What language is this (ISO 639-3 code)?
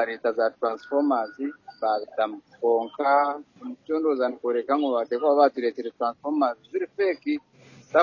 nyn